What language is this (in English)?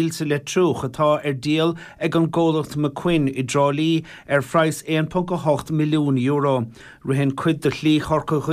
Irish